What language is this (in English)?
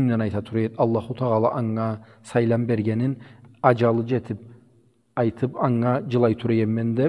Karachay-Balkar